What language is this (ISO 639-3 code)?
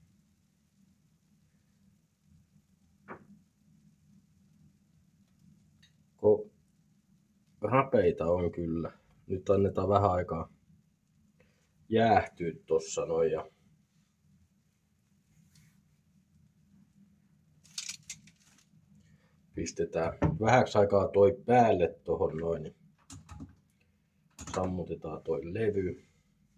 fin